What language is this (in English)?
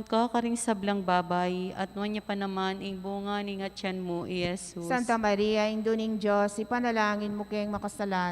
Pampanga